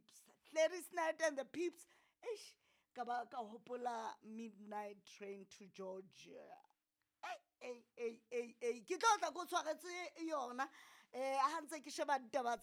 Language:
Southern Sotho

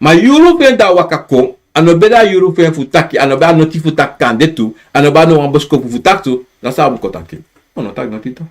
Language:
Sranan Tongo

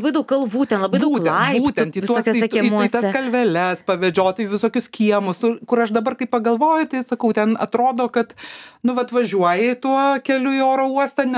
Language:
Lithuanian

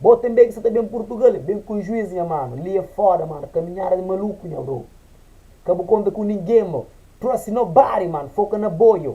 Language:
Kabuverdianu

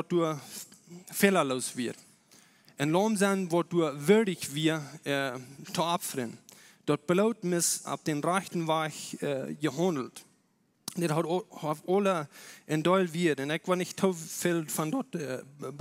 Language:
Plautdietsch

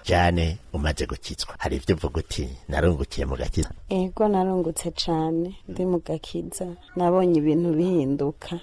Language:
Rundi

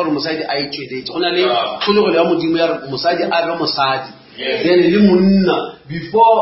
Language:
Northern Sotho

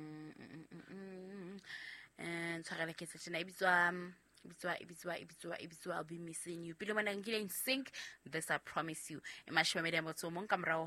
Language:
Southern Sotho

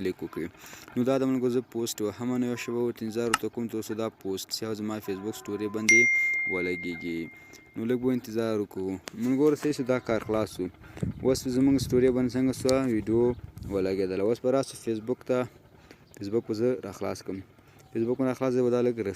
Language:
Pashto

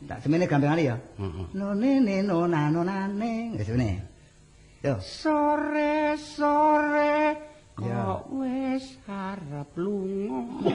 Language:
Javanese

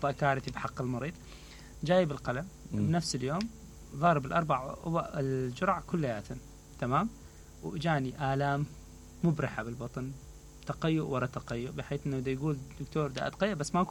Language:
Mesopotamian Arabic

